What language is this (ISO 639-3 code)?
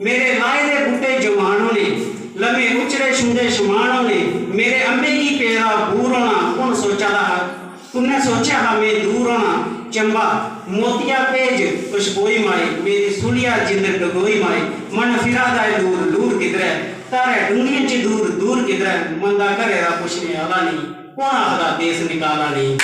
doi